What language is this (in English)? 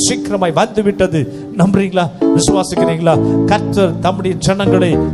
Tamil